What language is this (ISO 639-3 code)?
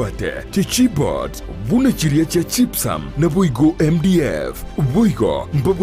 guz